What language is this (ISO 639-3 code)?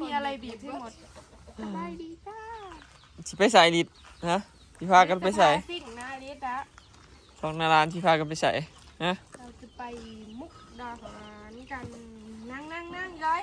tts